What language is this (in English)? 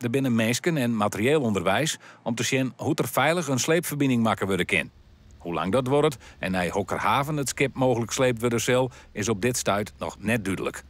Western Frisian